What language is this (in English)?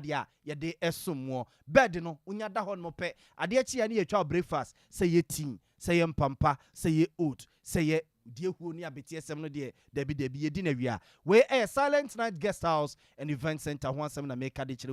Akan